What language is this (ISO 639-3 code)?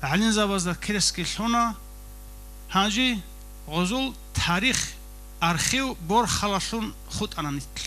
ava